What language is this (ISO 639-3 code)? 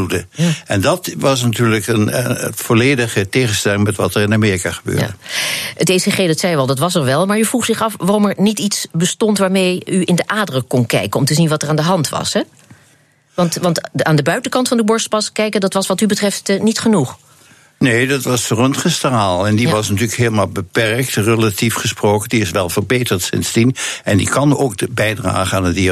nld